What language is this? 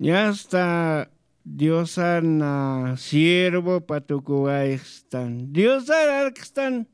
Aymara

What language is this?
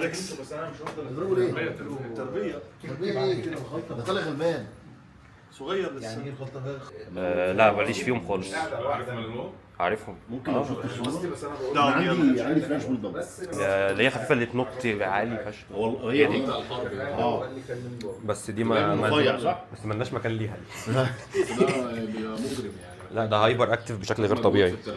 Egyptian Arabic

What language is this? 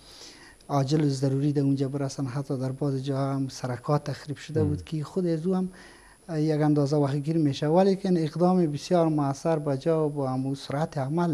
Persian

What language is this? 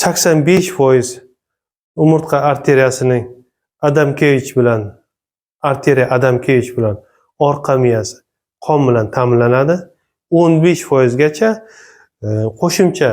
Uzbek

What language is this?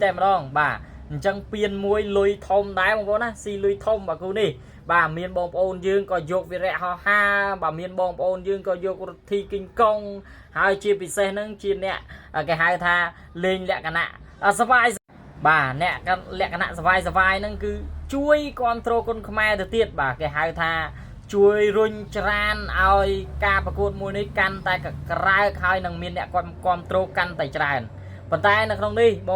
Khmer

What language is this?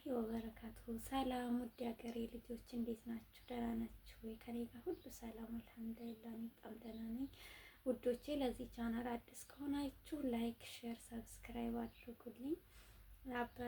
Amharic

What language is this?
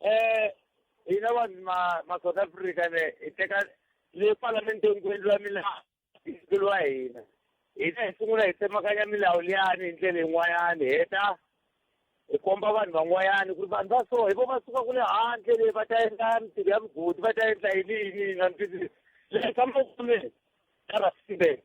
Tsonga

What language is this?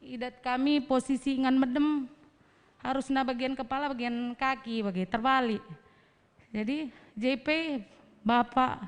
Batak Karo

